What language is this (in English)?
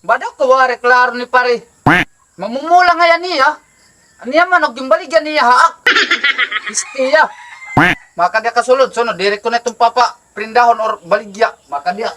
Waray